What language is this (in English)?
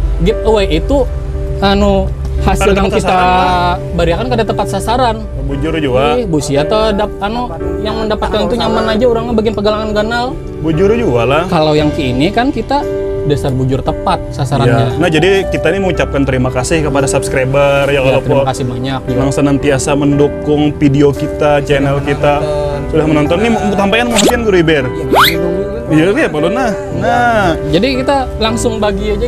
Banjar